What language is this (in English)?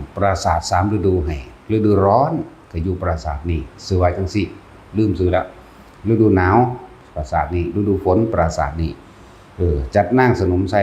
Northeastern Thai